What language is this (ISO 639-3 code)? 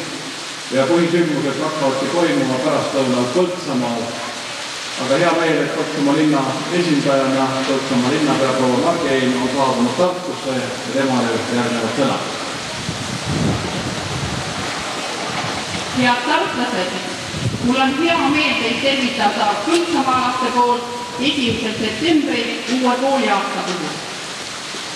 est